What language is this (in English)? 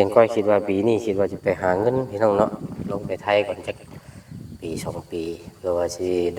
Lao